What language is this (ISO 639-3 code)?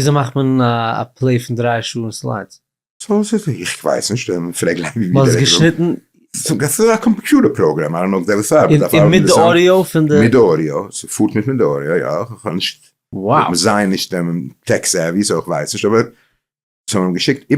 yid